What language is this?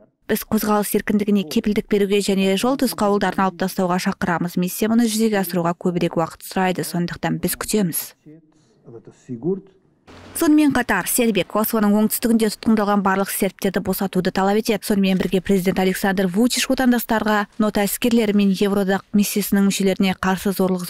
Kazakh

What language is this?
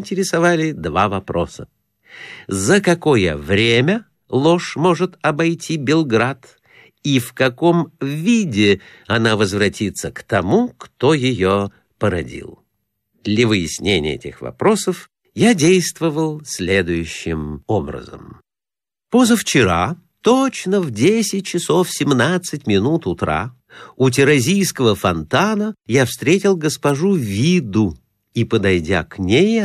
Russian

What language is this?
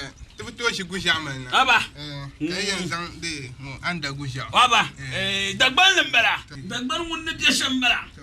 Dagbani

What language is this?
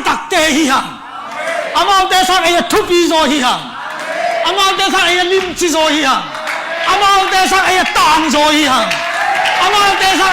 Tedim Chin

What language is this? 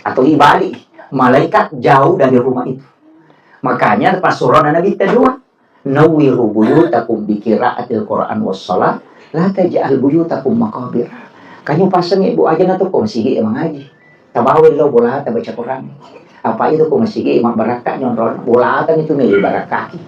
Buginese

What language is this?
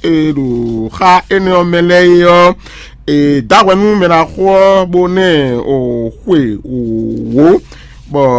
Fon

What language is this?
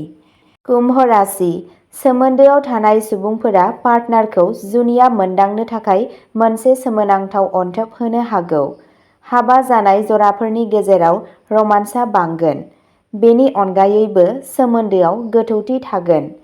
Bodo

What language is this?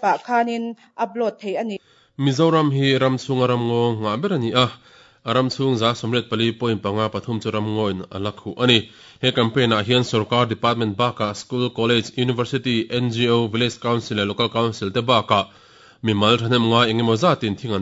Mizo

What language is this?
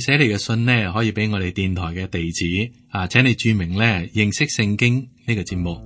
Cantonese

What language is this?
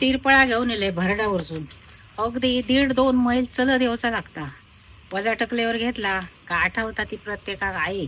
Konkani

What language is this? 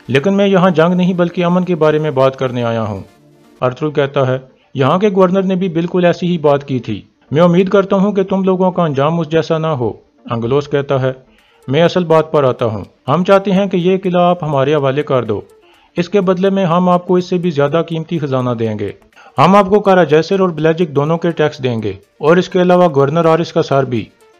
Urdu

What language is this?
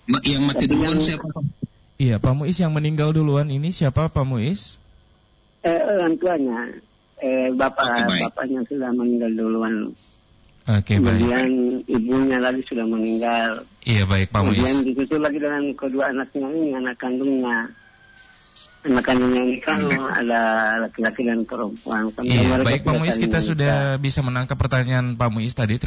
Indonesian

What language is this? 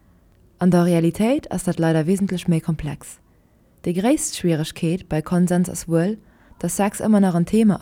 Luxembourgish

